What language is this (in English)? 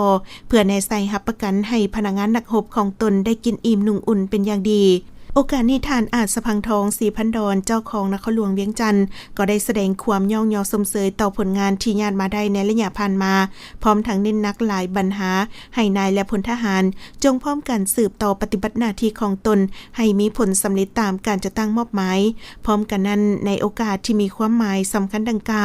Lao